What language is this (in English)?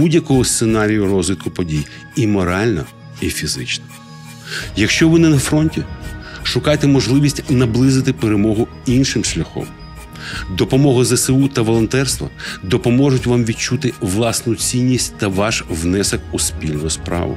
Ukrainian